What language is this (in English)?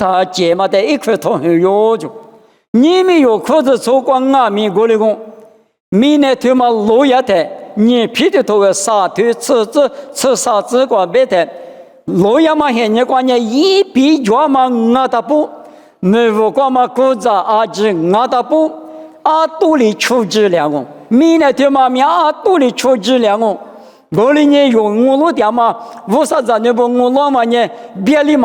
Lisu